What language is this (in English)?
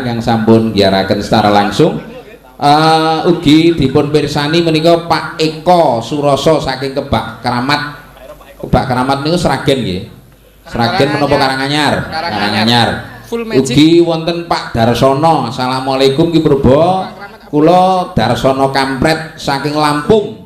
Javanese